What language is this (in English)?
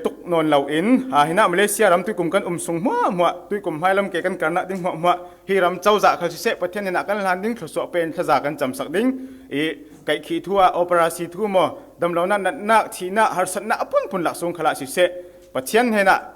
Falam Chin